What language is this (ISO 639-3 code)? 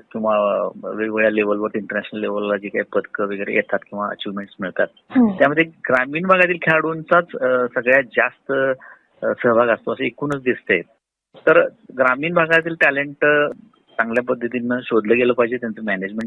mar